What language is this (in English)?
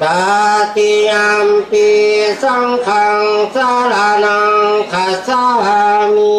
Pali